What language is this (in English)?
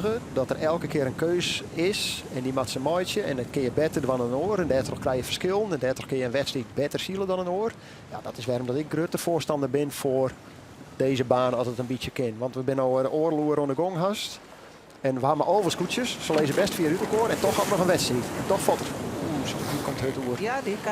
Western Frisian